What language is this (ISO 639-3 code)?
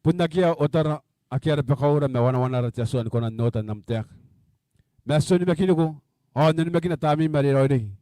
gil